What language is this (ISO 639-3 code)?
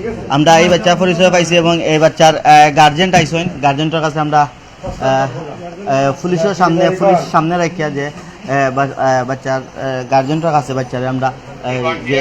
syl